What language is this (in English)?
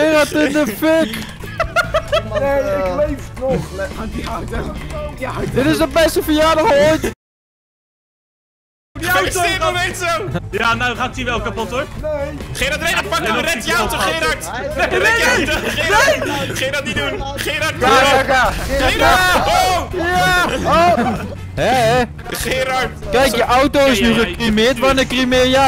Dutch